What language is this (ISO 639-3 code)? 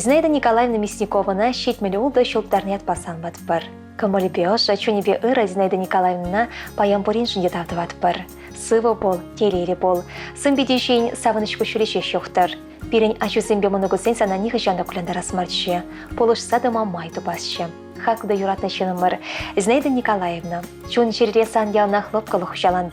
chv